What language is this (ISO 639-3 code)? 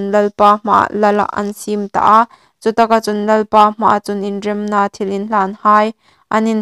hmr